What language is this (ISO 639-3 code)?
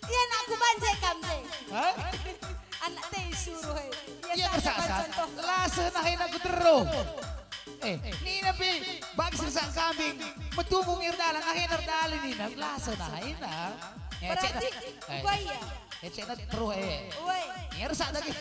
btx